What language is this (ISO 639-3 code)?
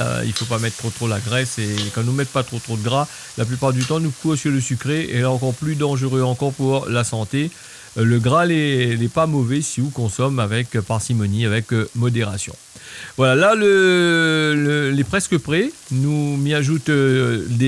rcf